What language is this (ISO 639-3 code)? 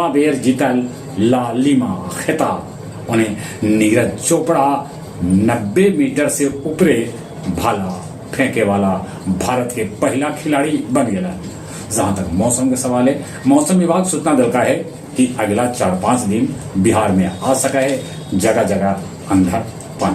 mag